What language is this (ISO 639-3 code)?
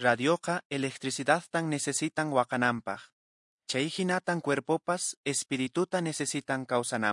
que